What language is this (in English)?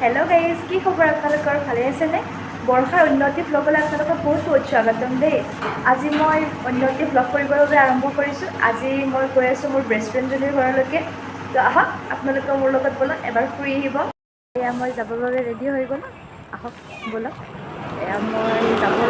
Assamese